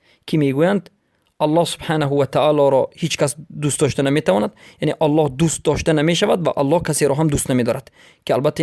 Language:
Persian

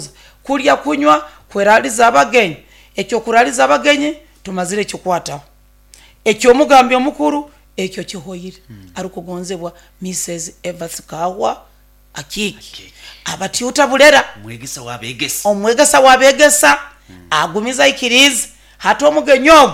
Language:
Nyoro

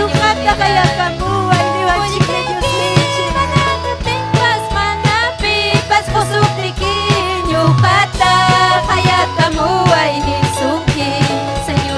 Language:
Ayacucho Quechua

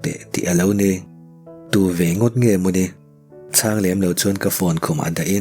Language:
Mizo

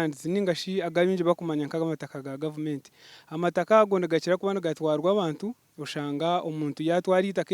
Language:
Nyankole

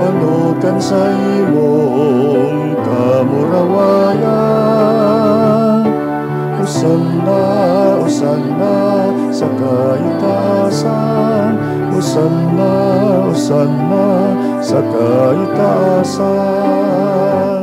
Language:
Bikol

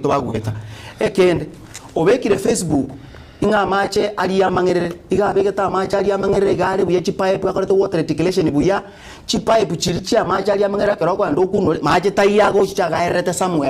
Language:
Gusii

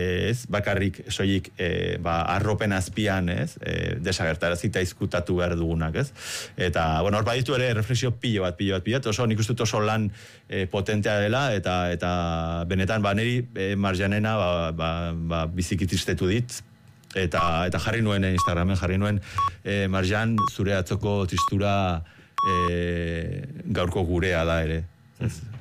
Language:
Basque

